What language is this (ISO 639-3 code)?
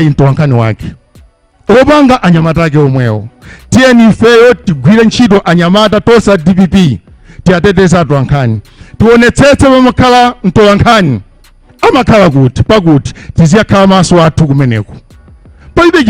nya